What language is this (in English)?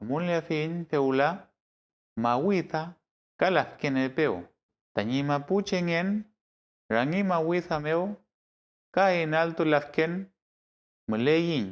Mapuche